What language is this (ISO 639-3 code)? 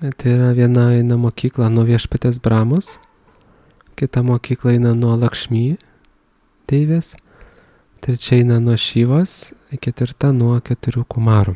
lit